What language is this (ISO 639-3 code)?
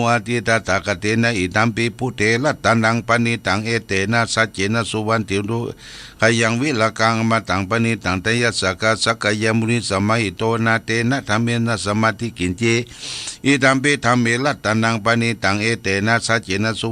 pli